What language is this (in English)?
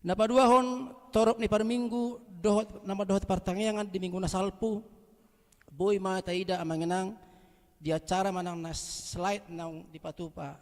Batak Toba